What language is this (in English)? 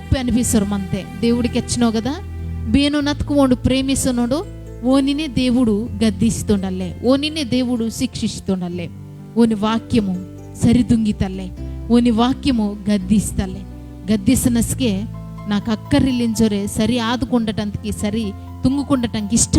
Koya